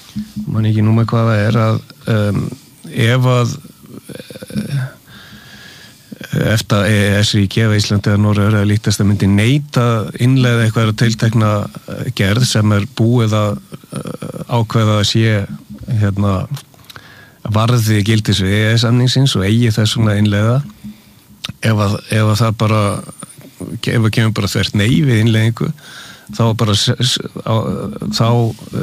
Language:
Icelandic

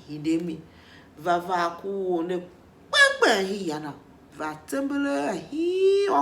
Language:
Tiv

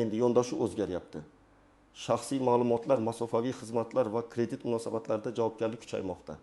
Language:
Uzbek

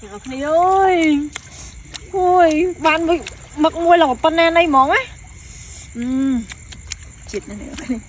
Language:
Khmer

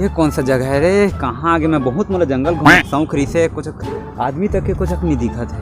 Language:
Chhattisgarhi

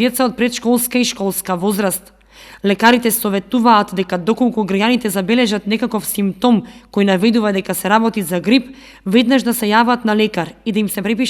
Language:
Macedonian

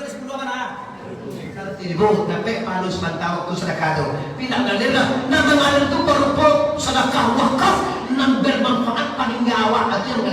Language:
Minangkabau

